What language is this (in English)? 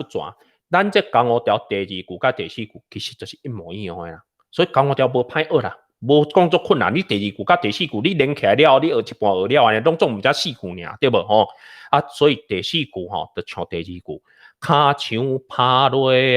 Min Nan Chinese